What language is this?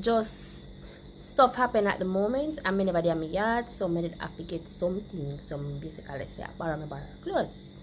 Jamaican Creole English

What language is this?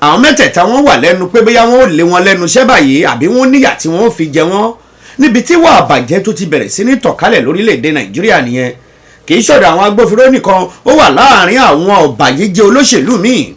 Yoruba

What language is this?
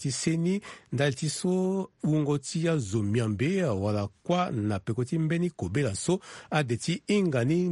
Sango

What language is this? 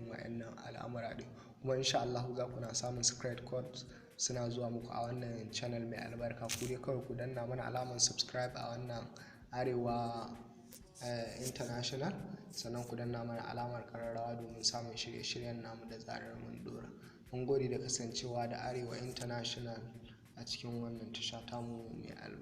Hausa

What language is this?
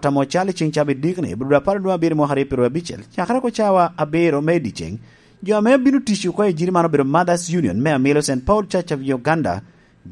Lango (Uganda)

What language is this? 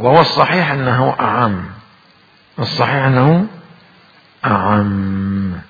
Mesopotamian Arabic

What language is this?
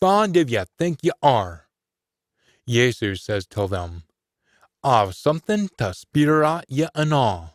Scots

